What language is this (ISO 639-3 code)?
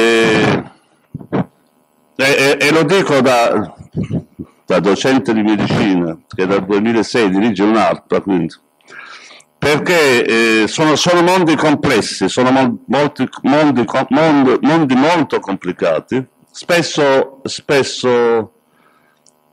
ita